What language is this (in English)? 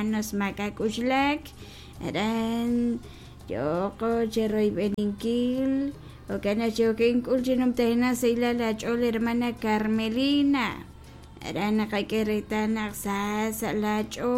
Kekchí